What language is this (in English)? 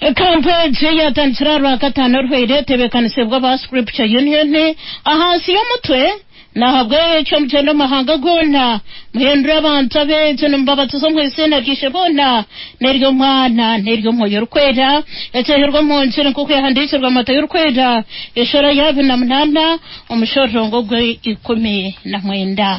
Nyankole